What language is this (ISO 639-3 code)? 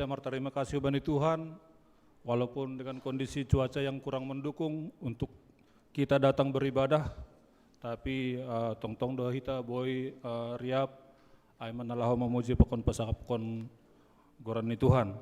bts